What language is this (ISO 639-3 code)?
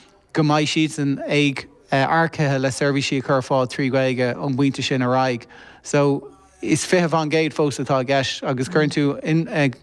gle